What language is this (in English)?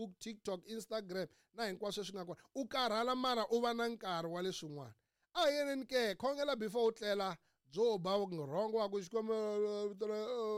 Tsonga